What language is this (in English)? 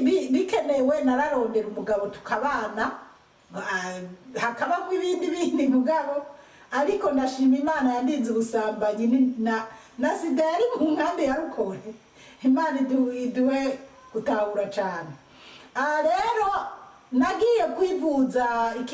Rundi